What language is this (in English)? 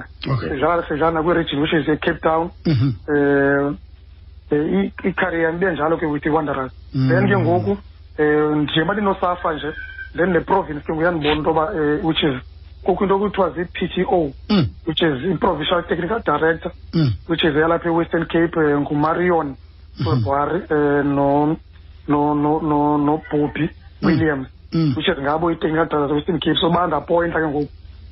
Xhosa